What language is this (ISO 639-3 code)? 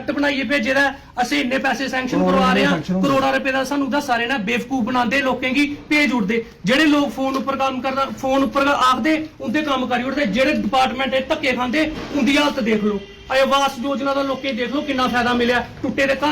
doi